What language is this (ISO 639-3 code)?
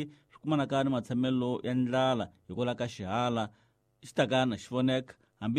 tso